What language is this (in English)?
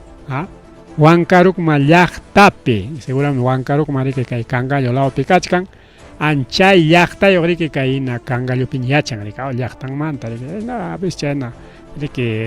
Ayacucho Quechua